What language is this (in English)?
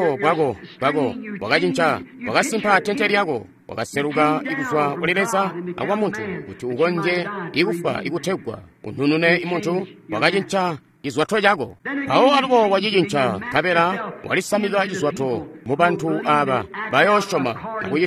Tonga (Zambia)